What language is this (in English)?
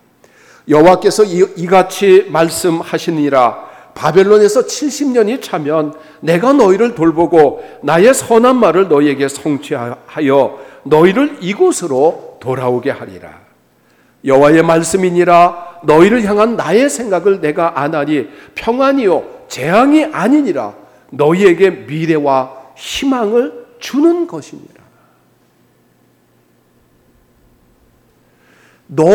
Korean